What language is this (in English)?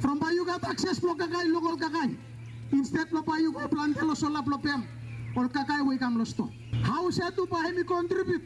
Bislama